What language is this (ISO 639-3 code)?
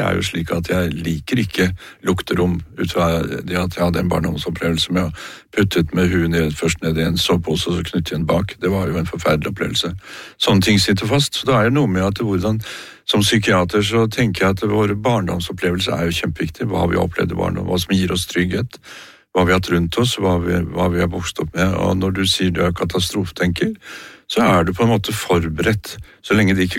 nor